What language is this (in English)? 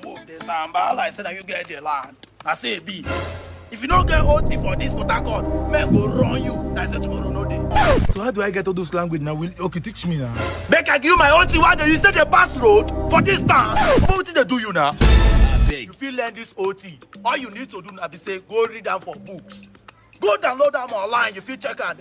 Nigerian Pidgin